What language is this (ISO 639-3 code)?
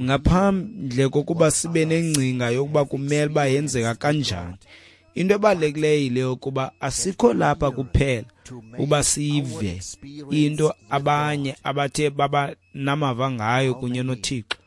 xho